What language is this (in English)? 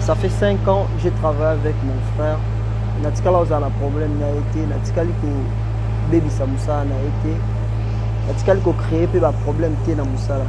Lingala